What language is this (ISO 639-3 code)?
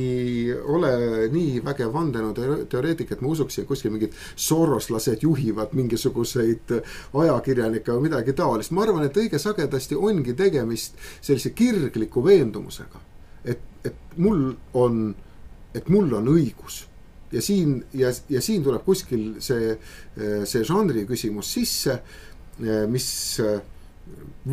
est